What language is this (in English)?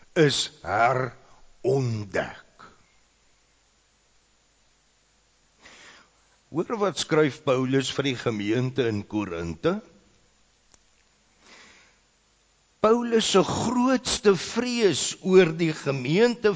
Afrikaans